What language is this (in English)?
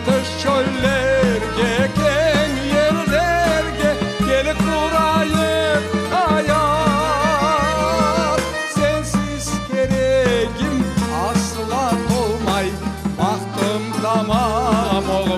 Crimean Tatar